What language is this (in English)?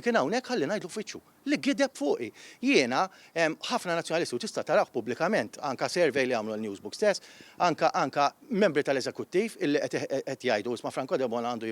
Maltese